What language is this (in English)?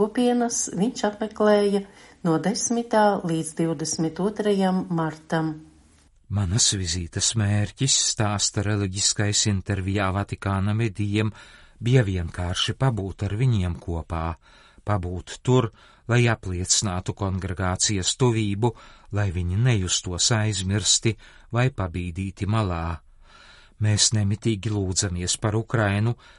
Latvian